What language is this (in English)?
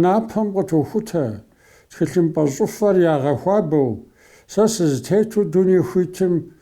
Kabardian